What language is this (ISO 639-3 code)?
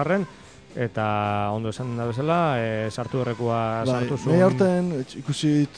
eus